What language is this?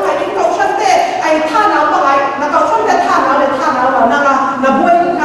Falam Chin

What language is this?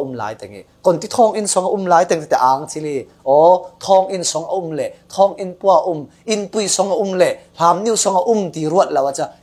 Falam Chin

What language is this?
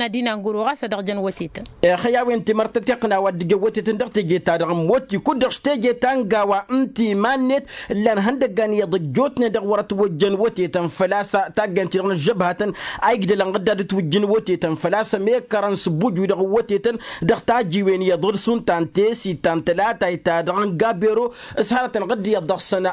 Tamasheq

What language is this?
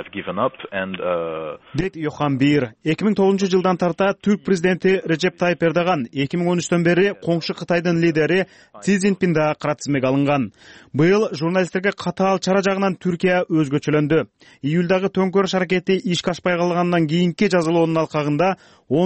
Kyrgyz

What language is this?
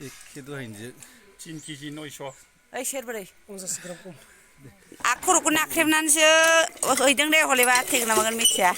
Bodo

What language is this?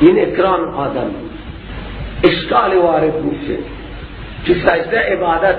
Persian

